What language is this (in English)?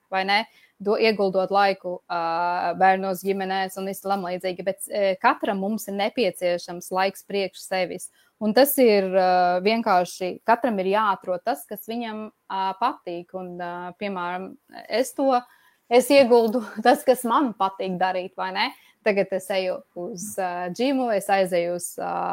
Latvian